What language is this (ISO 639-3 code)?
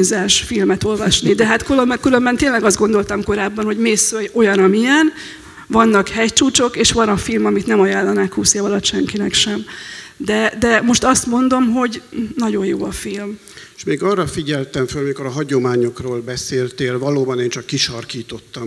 hun